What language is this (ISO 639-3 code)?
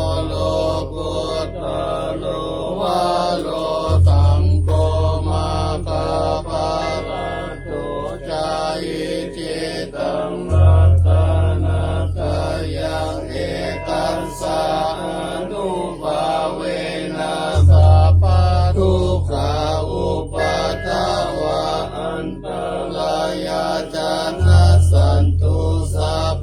pli